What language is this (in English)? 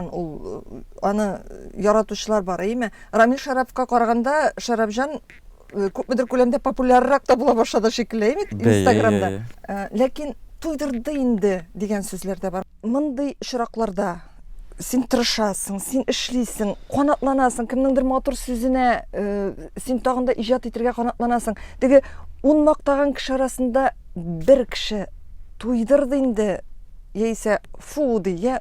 Tatar